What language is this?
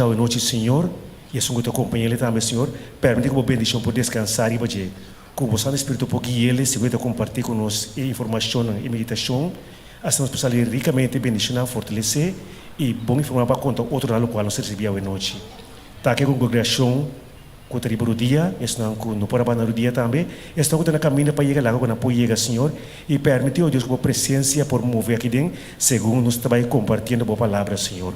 Papiamento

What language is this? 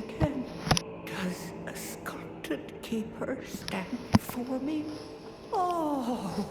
Swiss German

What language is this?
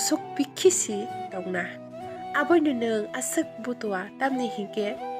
Kok Borok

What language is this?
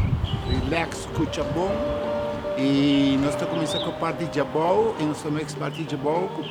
Papiamento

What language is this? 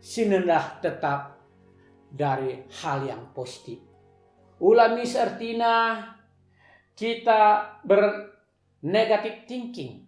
Batak Karo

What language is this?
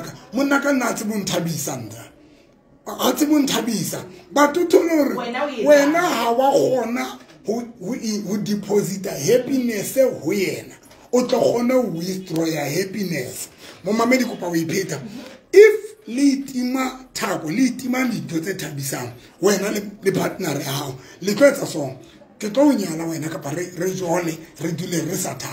Tswana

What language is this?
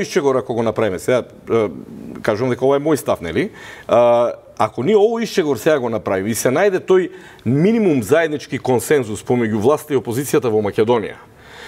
Macedonian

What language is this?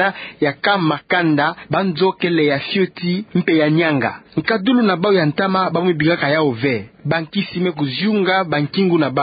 Kituba (Democratic Republic of Congo)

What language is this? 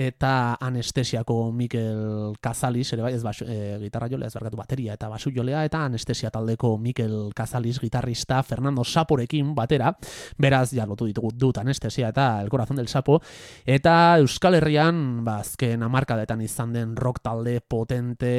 Basque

